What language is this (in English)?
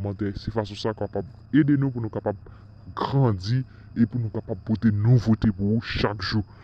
Haitian Creole